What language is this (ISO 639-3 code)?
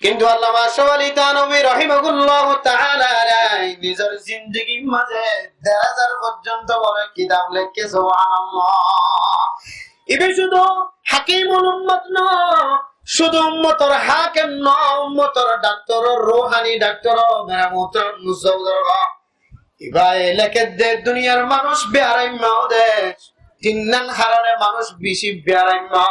rhg